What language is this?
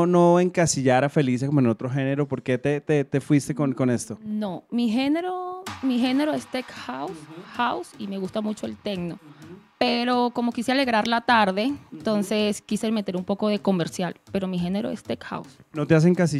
Spanish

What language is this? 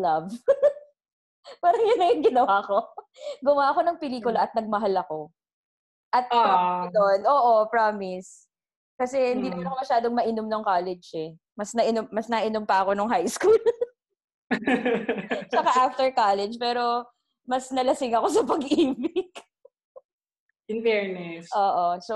Filipino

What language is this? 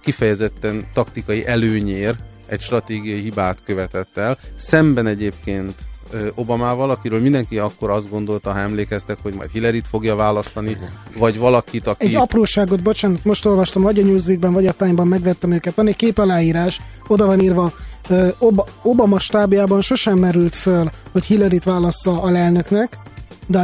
Hungarian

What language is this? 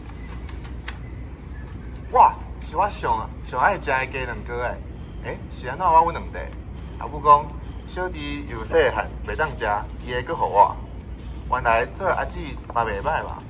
Min Nan Chinese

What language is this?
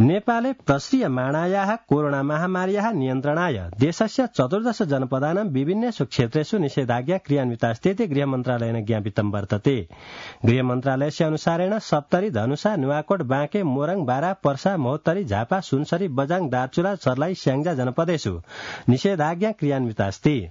Sanskrit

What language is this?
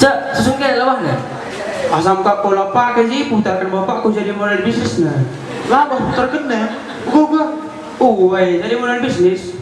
Batak Karo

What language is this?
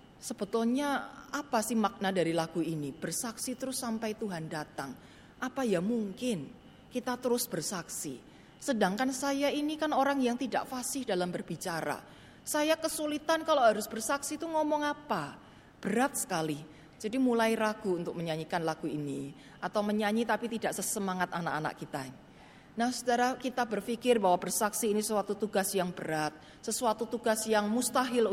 Indonesian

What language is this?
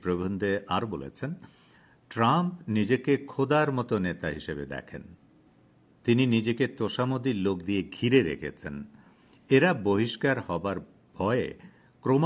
Bangla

